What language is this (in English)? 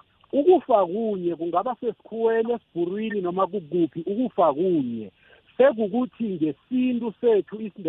South Ndebele